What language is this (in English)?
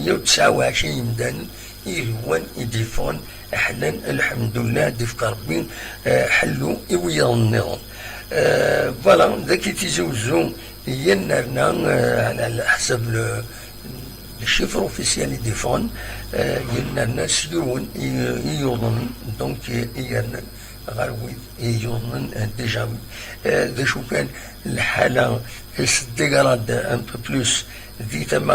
Kabyle